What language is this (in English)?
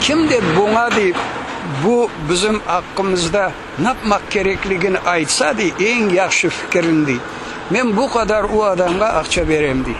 Crimean Tatar